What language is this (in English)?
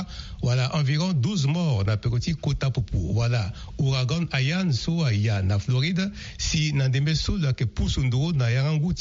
Sango